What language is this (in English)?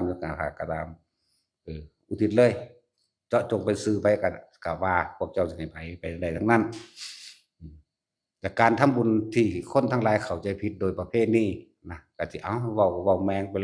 Northeastern Thai